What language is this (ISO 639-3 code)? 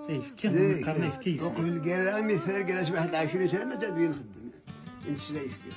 kab